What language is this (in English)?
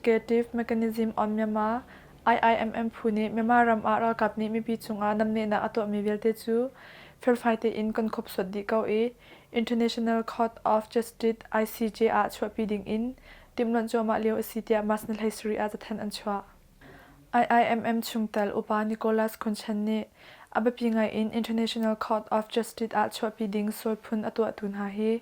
Hakha Chin